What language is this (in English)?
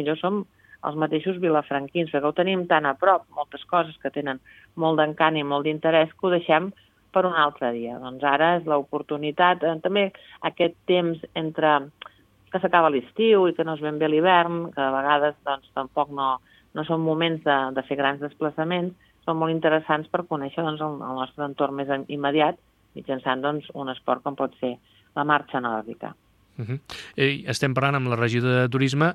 Catalan